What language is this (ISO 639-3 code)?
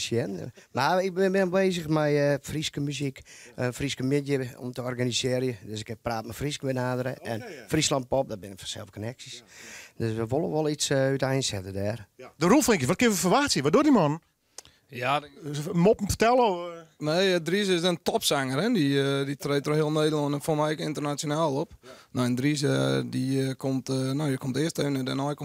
fry